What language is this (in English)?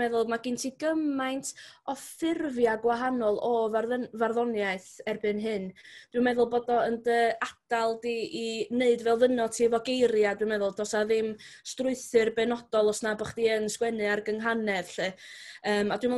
Welsh